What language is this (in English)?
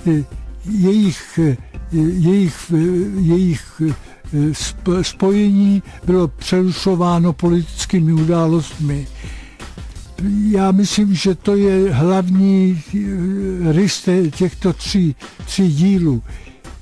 Czech